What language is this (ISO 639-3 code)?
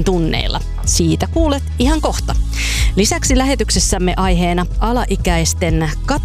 fin